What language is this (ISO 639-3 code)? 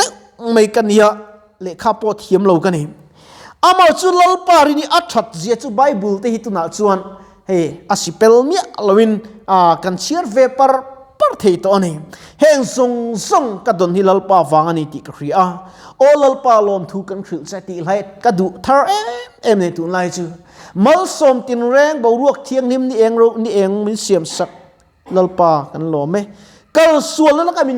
lus